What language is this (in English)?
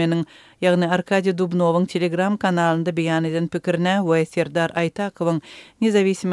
Turkmen